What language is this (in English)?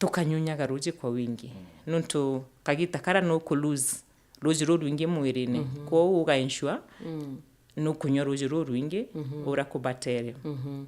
Meru